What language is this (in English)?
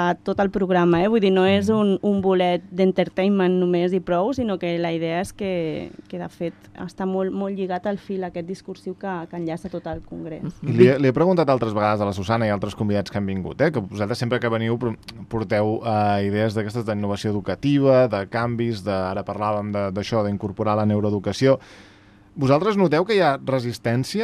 Catalan